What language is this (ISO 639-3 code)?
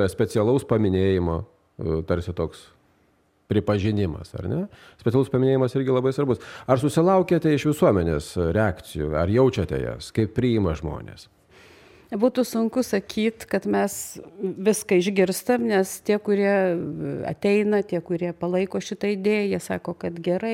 lit